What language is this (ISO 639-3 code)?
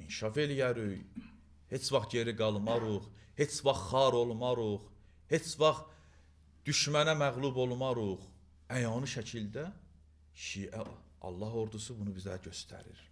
aze